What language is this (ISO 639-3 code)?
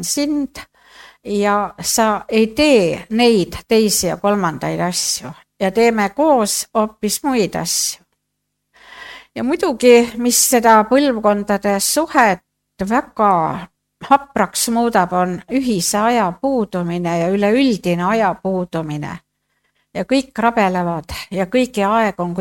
est